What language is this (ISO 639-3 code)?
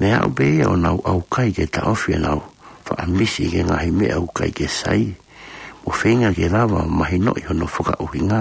ton